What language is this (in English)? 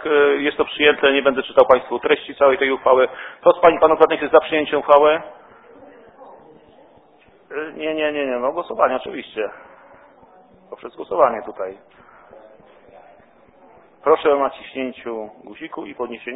Polish